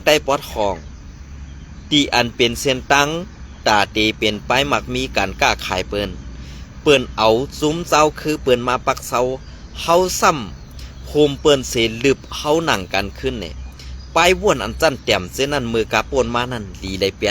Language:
Shan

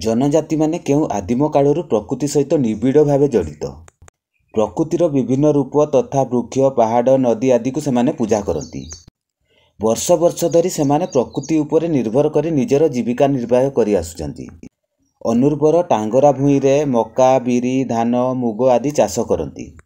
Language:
Odia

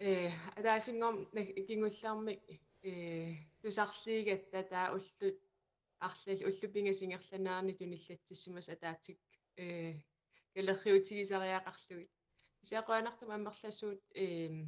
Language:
Kalaallisut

